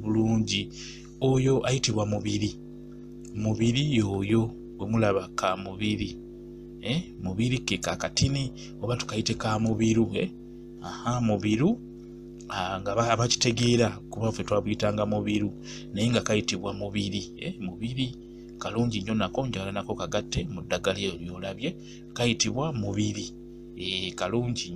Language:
Ganda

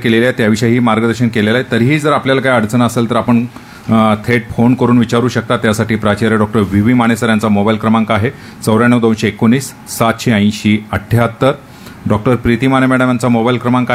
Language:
Marathi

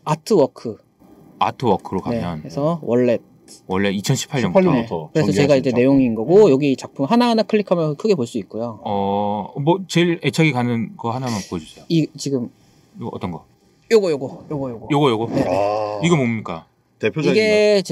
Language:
Korean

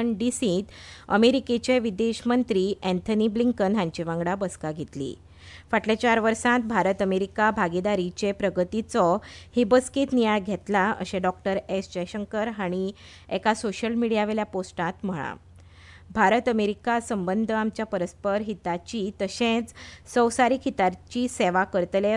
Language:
Konkani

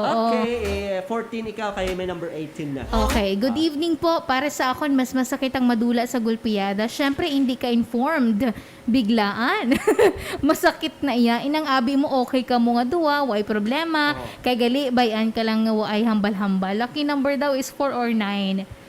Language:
Hiligaynon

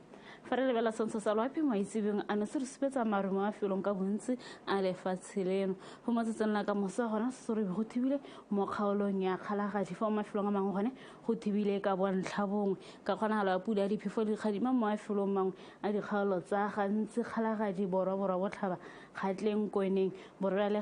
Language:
Tswana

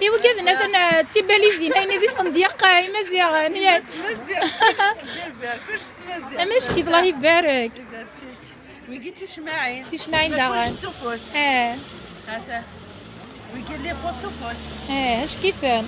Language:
Kabyle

